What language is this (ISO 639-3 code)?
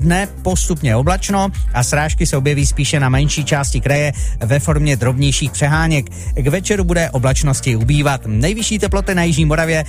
ces